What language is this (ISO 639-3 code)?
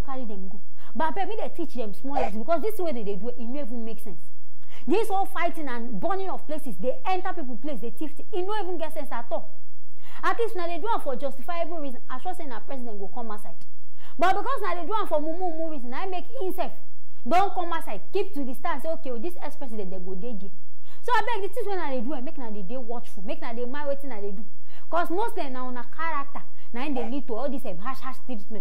pcm